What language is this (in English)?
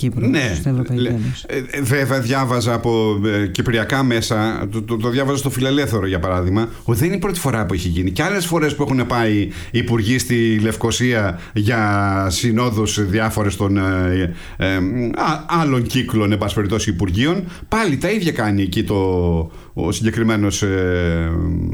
Greek